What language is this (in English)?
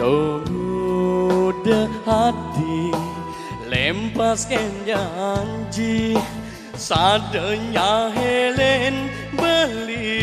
Balinese